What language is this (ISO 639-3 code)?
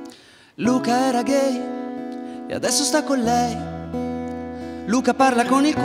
ita